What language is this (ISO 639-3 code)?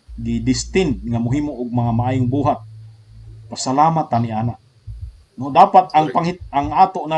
ceb